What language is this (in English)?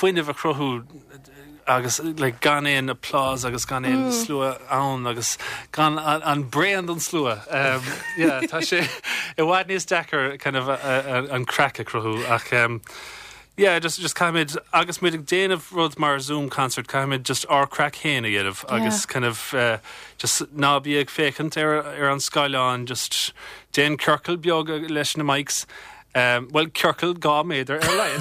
Irish